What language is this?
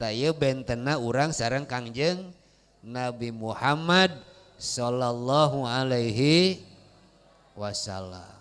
Sundanese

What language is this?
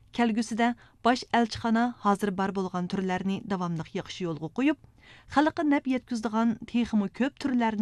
Uyghur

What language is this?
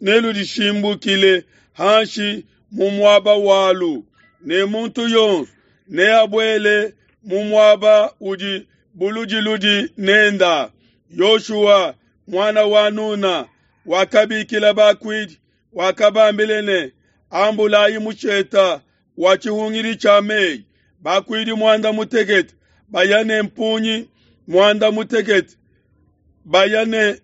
Luba-Lulua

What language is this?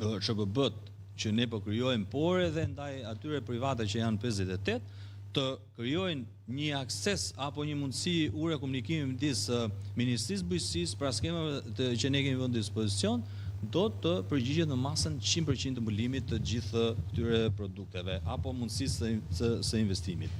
Albanian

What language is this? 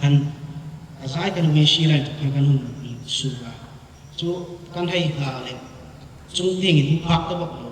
Hmar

